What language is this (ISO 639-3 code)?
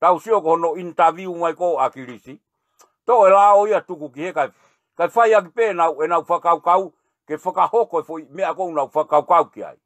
ton